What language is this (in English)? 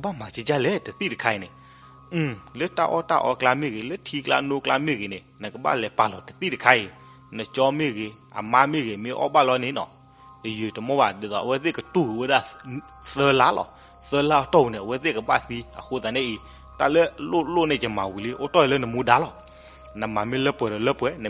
S'gaw Karen